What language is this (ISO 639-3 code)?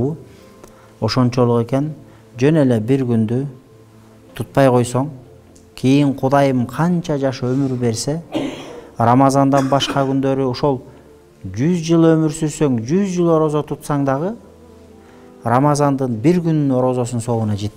kir